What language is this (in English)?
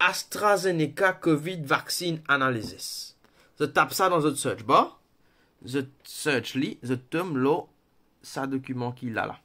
Morisyen